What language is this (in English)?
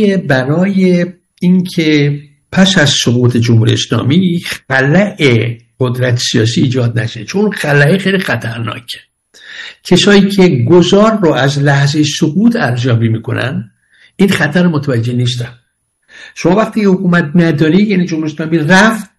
Persian